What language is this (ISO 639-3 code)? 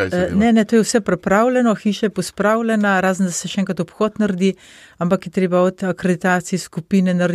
slv